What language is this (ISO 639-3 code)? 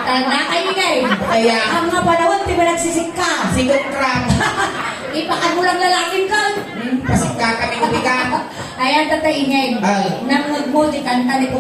ilo